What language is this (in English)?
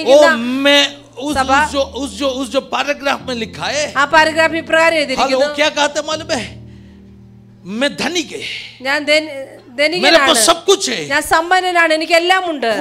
Malayalam